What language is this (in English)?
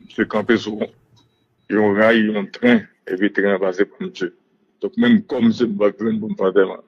Haitian Creole